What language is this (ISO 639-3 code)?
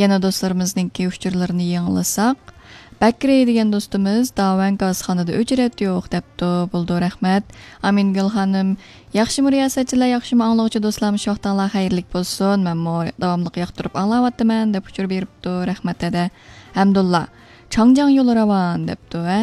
uig